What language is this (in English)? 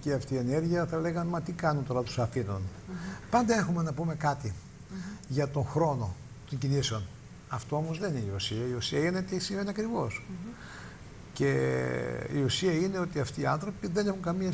Greek